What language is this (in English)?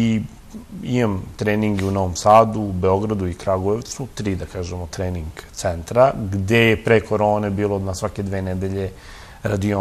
Serbian